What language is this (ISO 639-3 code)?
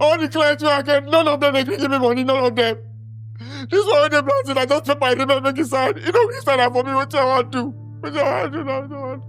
pcm